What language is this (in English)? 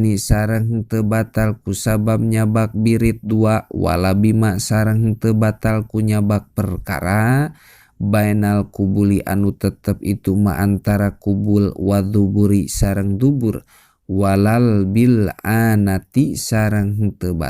Sundanese